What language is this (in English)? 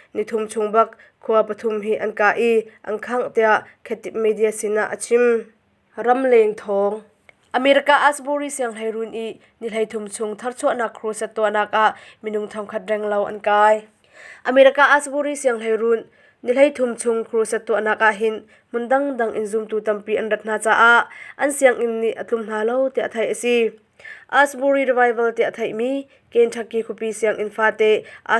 Hakha Chin